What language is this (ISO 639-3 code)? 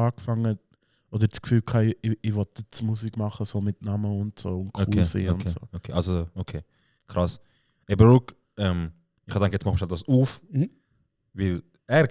gsw